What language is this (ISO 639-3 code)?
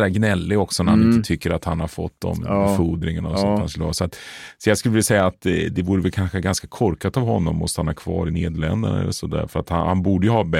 swe